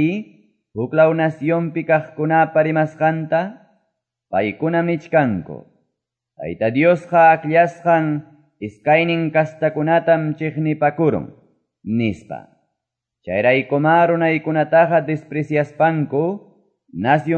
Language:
Quechua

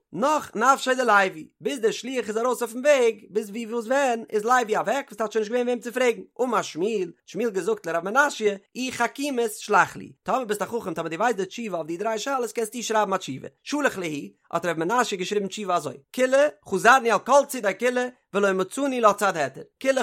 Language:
Yiddish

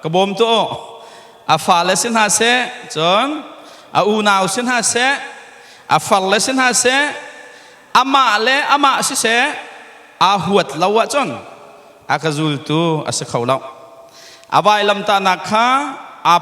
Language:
Hakha Chin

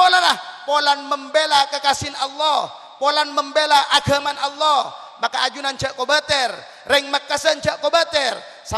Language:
Madurese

